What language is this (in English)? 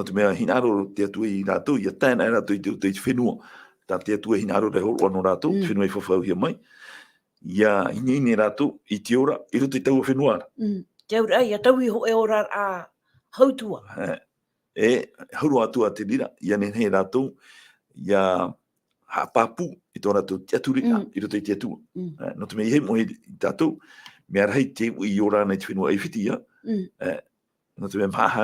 Tahitian